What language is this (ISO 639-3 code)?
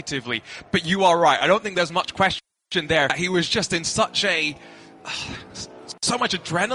eng